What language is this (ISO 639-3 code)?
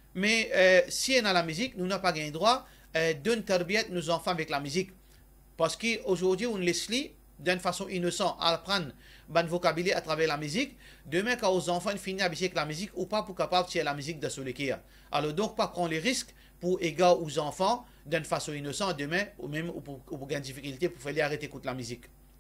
mfe